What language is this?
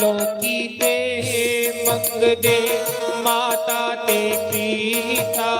Dogri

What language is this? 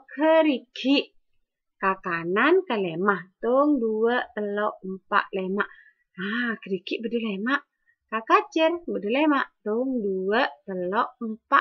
Madurese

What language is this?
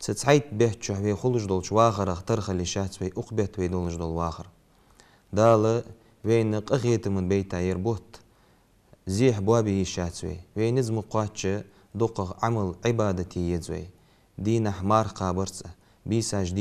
Ingush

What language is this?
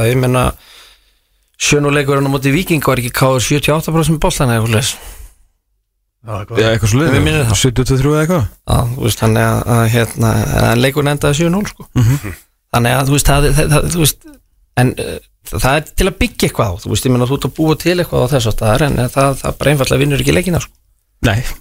Icelandic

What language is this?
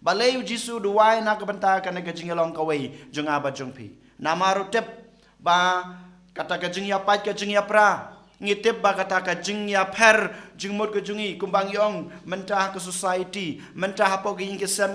Khasi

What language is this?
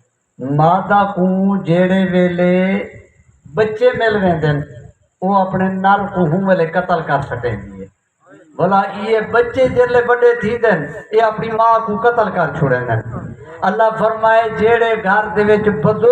Saraiki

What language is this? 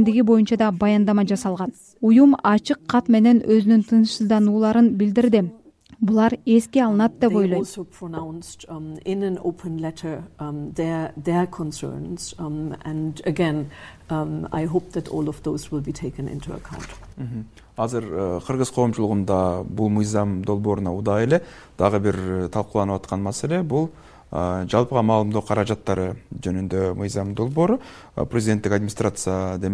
Kyrgyz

